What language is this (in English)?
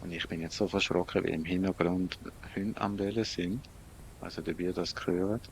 Swiss German